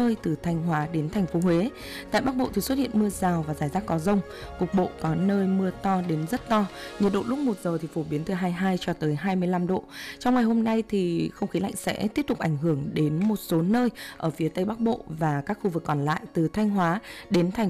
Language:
Vietnamese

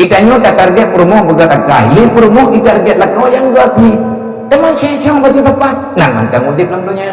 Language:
Achinese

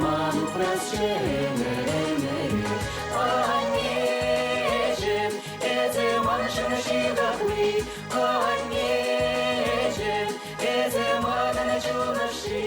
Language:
Chuvash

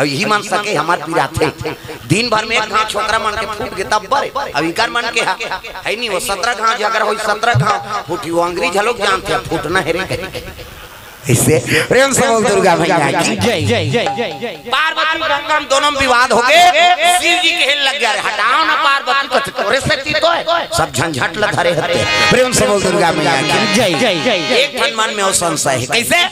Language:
Chhattisgarhi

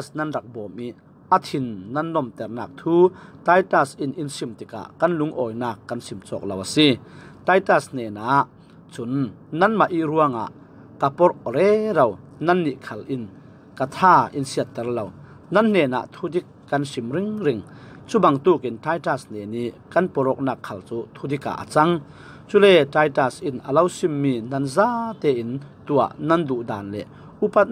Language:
Falam Chin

